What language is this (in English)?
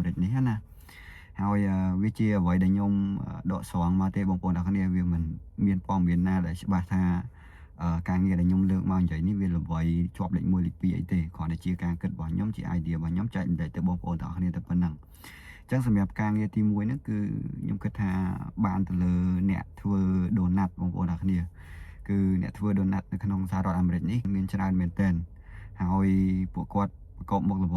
Khmer